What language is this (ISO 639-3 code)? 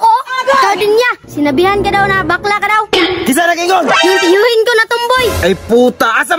ceb